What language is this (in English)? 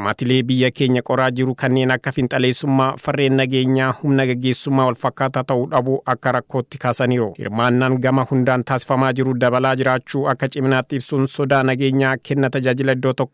Oromo